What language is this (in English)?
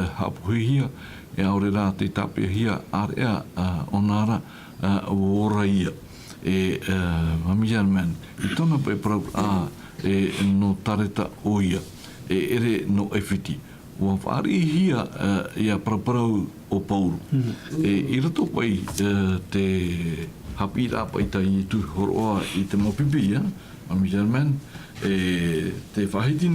Tahitian